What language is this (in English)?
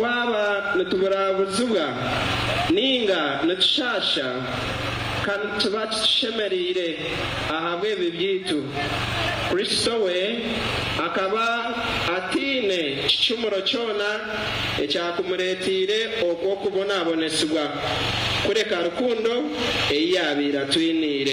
Nyankole